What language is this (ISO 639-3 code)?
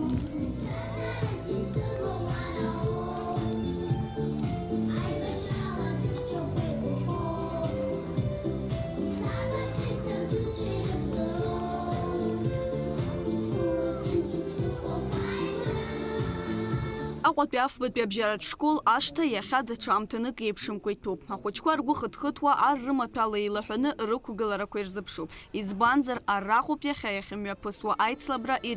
abk